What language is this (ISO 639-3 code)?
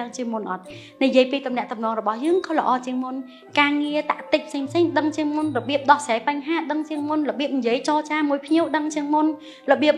khm